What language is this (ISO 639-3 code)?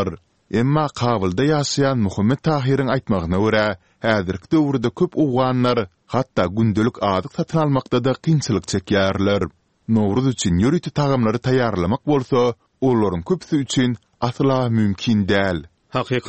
tuk